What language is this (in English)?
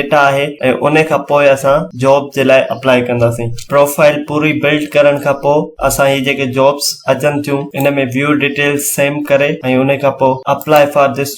Sindhi